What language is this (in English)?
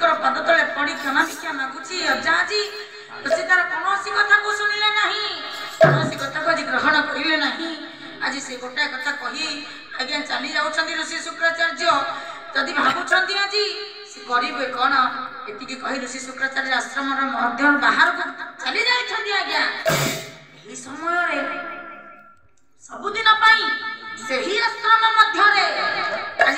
Odia